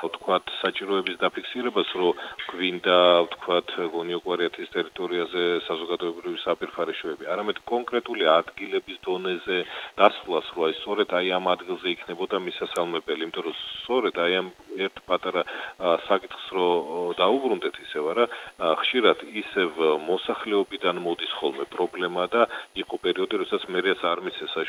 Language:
Georgian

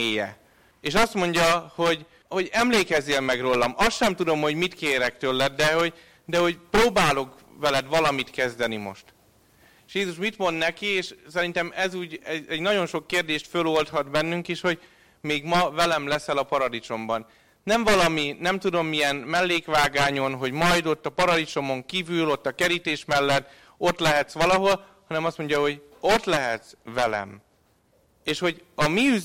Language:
Hungarian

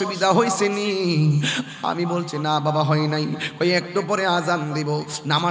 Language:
Bangla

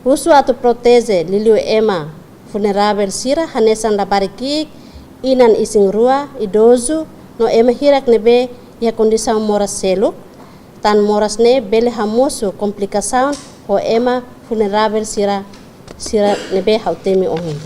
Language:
Tetum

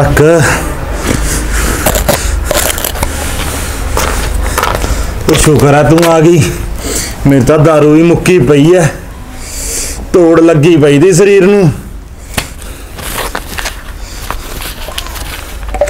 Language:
Punjabi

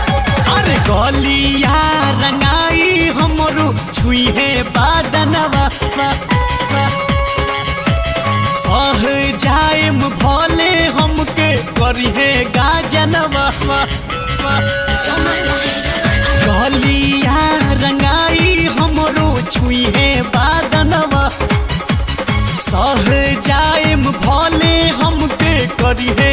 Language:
Bhojpuri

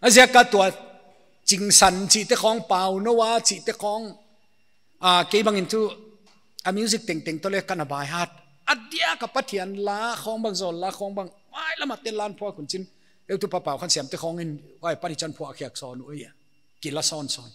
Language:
Paite Chin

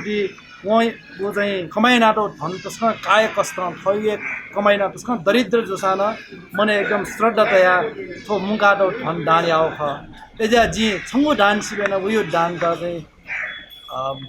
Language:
Newari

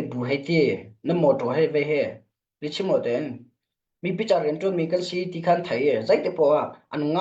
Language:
Hakha Chin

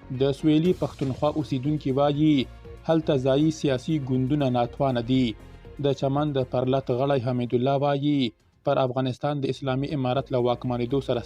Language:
Pashto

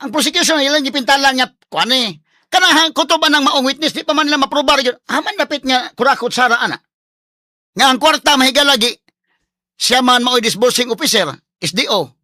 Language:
Cebuano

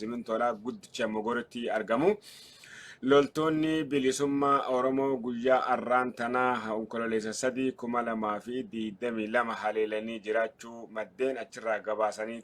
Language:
Oromo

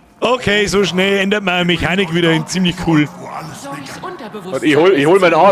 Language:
Bavarian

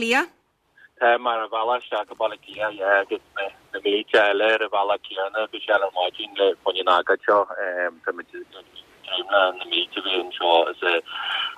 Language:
Irish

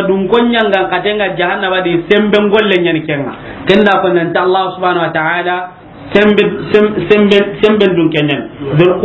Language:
Soninke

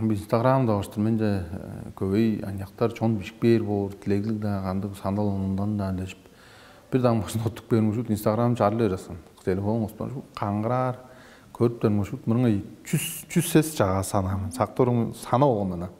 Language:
Tuvinian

